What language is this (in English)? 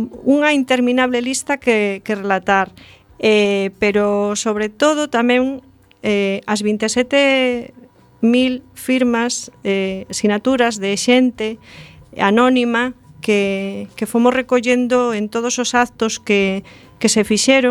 Galician